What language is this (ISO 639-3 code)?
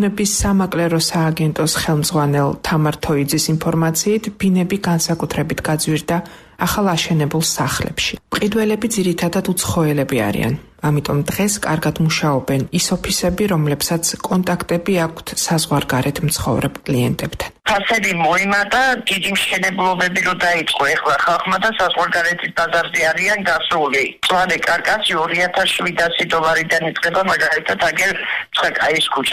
kat